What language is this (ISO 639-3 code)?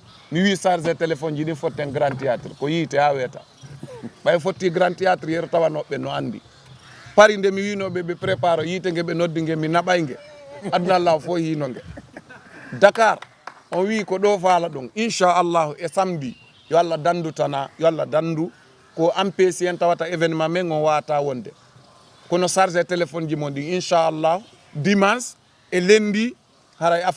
ful